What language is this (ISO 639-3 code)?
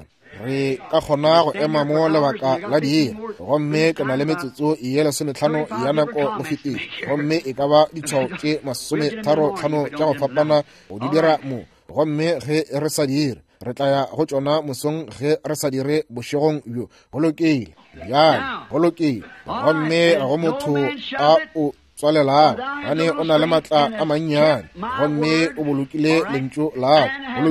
nso